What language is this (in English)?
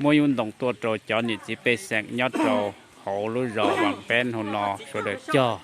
Hmong